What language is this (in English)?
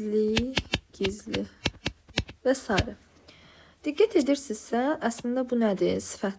Azerbaijani